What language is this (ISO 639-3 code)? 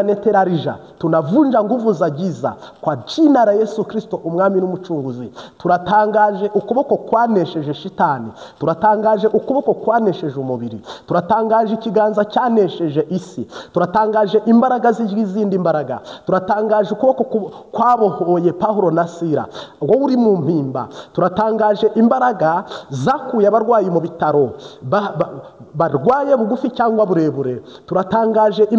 kin